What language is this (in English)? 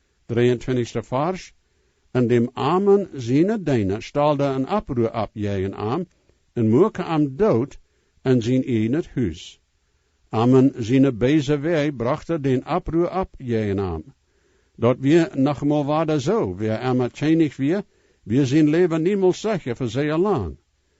Plautdietsch